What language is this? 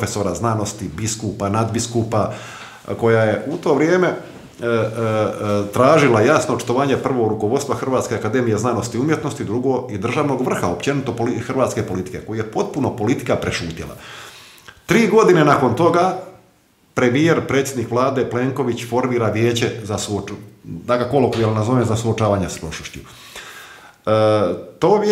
Croatian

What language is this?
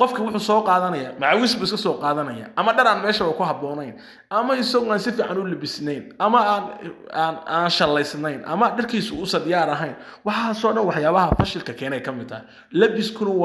Somali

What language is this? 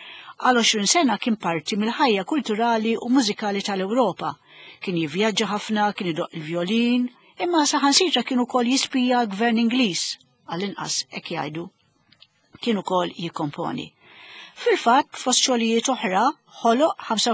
Maltese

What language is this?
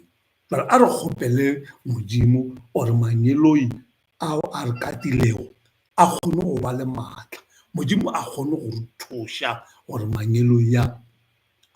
Northern Sotho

